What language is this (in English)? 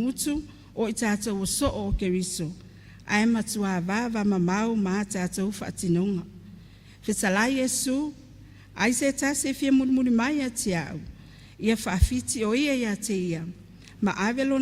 Samoan